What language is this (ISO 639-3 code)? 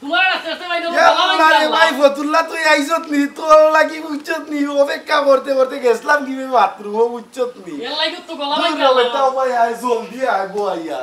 syl